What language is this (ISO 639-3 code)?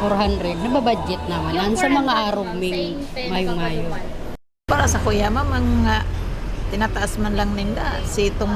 bik